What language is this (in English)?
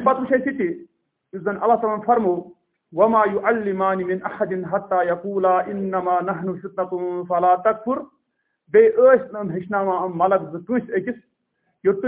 Kashmiri